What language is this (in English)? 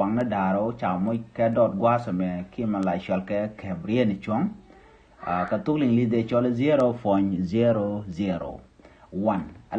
Nuer